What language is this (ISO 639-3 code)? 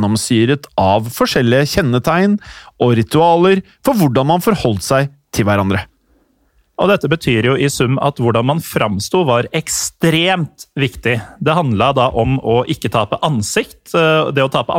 nor